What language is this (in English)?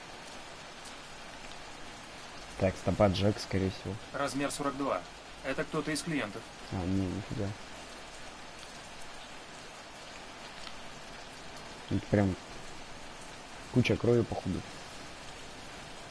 Russian